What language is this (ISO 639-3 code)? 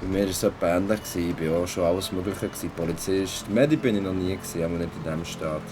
gsw